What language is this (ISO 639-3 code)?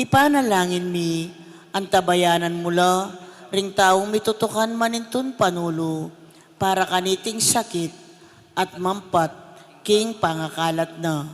pam